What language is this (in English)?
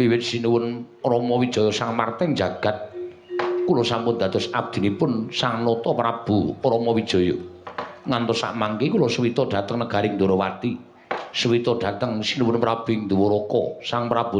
Javanese